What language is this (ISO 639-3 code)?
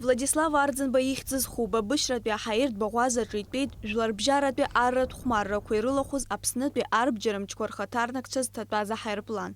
abk